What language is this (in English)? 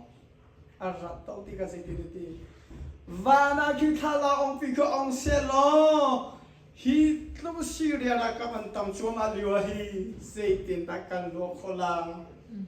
Hakha Chin